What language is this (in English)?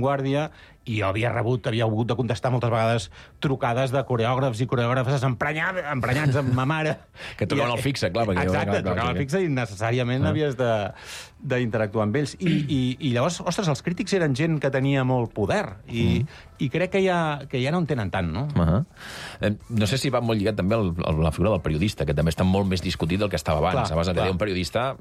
Catalan